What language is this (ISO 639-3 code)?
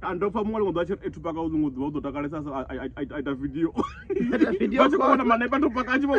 ven